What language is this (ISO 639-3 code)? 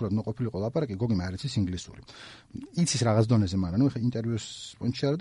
kat